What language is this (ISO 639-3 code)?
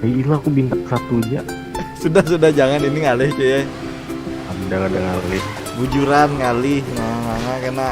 bjn